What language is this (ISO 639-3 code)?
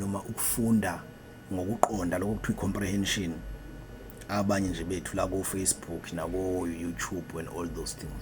zul